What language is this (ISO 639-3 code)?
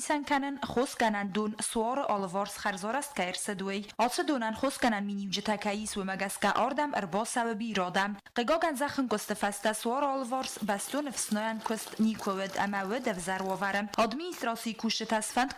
oss